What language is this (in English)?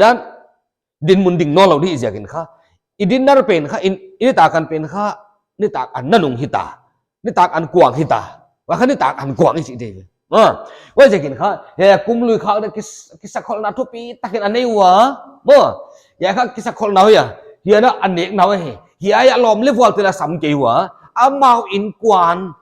Paite Chin